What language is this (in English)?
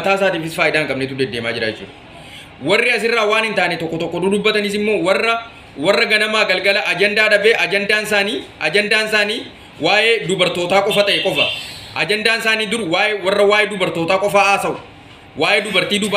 Oromo